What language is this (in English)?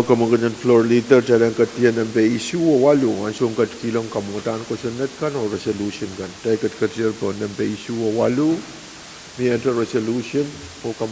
Pohnpeian